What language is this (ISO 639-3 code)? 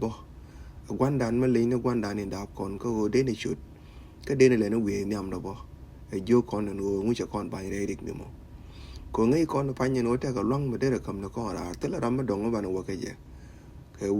nus